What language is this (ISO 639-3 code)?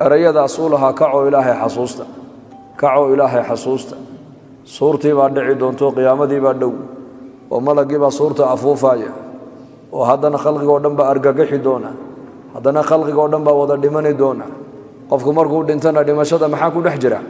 som